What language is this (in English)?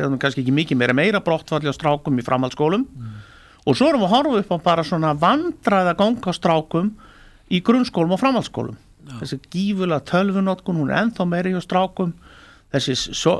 Icelandic